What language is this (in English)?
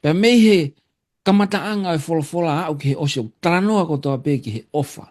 Tongan